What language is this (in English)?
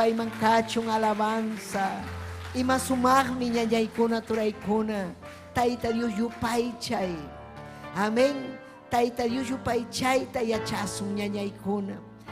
Ayacucho Quechua